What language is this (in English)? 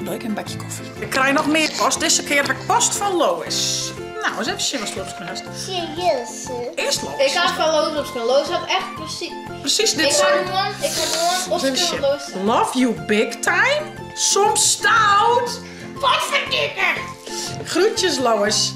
Western Frisian